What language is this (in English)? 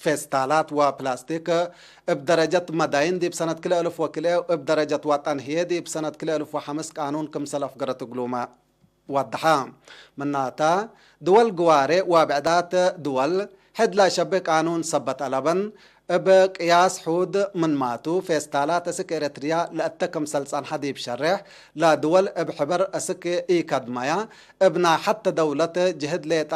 Tigre